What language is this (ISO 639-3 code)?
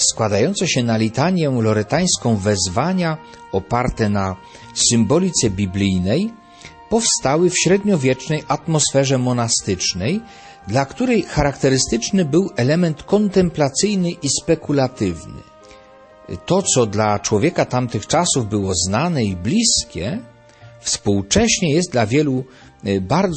pol